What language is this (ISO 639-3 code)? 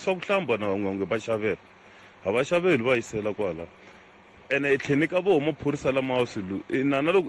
tso